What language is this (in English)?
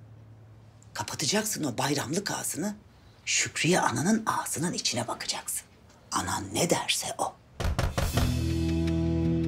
Turkish